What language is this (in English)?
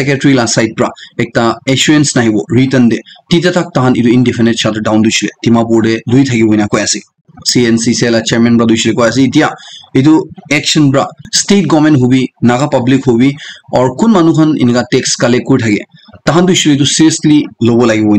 Naga Pidgin